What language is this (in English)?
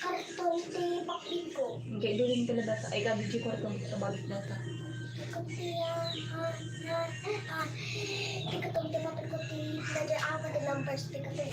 Iloko